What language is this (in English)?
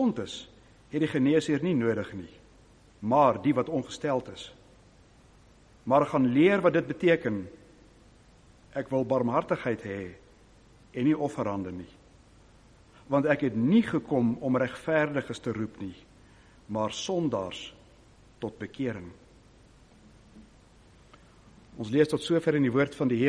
Afrikaans